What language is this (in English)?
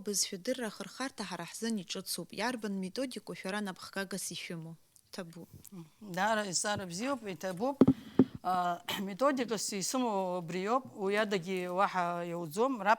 Abkhazian